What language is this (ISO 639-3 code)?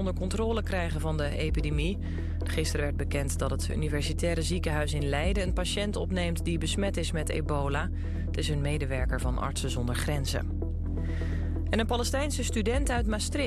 nld